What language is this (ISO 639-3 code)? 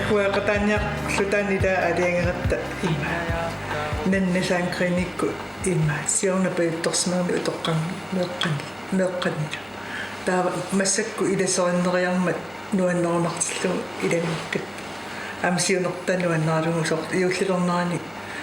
kal